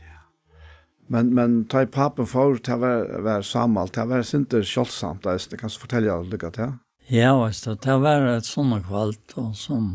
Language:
Faroese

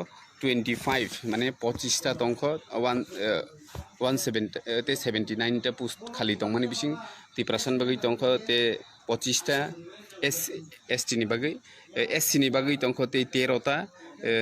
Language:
Kok Borok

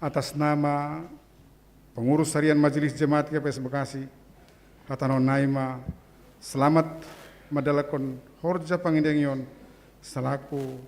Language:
Batak Simalungun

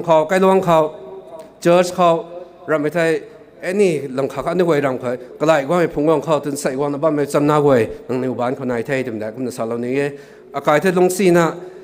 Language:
Rongmei Naga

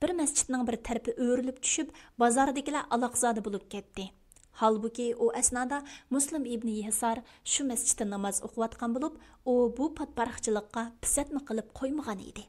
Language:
Uyghur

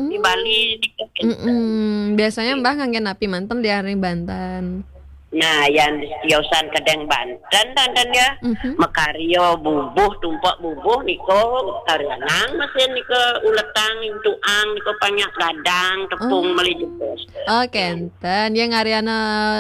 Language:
Balinese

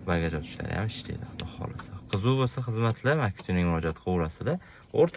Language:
Uzbek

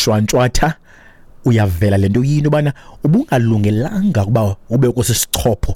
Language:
Xhosa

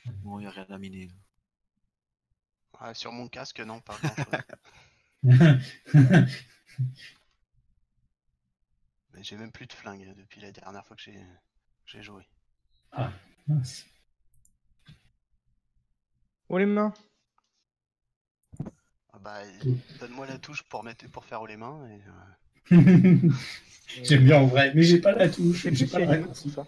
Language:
French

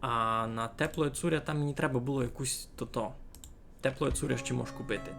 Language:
Rusyn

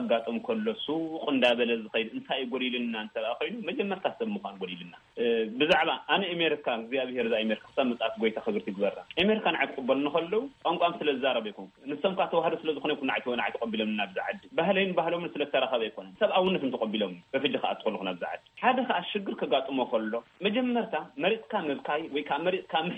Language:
Tigrinya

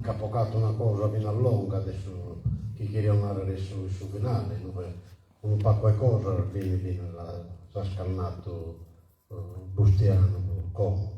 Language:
Sardinian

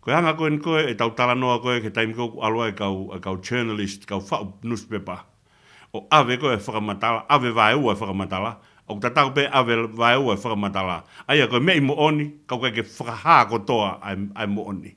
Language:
Tongan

